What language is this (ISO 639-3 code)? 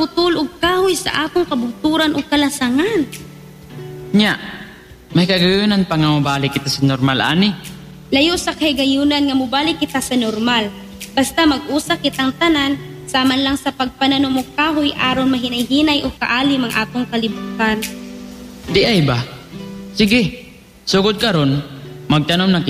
ceb